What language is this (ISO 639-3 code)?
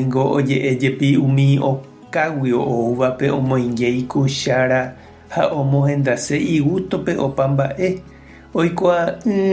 grn